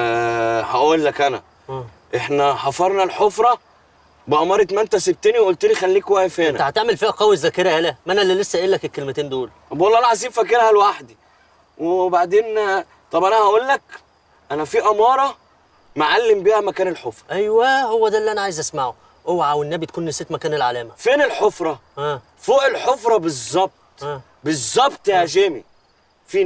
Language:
Egyptian Arabic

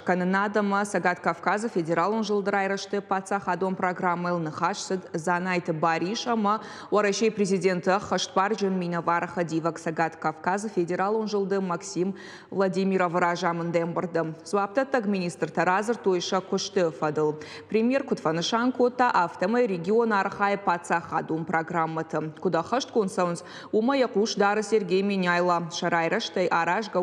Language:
Ossetic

